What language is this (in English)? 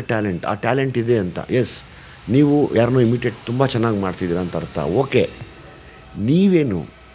Kannada